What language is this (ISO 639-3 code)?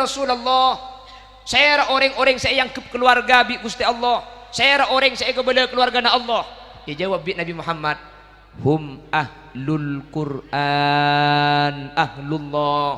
mad